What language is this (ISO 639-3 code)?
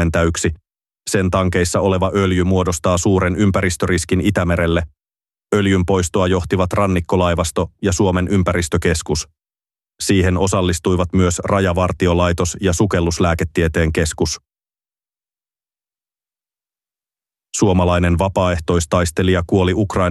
fin